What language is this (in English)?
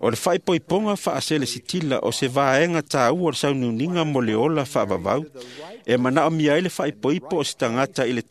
Samoan